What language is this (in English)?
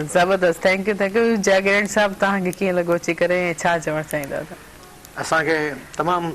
Sindhi